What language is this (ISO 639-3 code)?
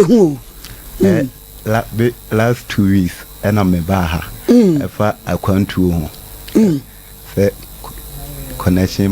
aka